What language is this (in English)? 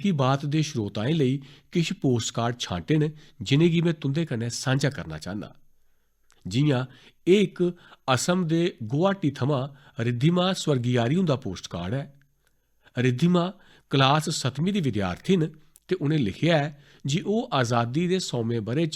Dogri